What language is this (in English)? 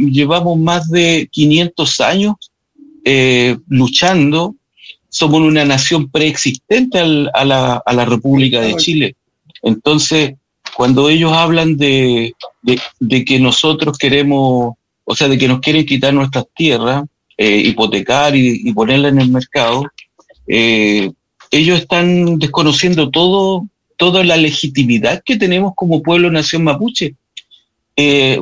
Spanish